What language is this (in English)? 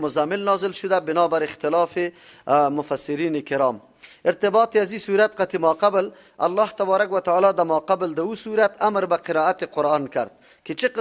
Persian